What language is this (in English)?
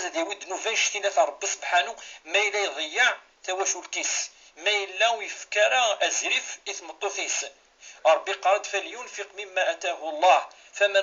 Kabyle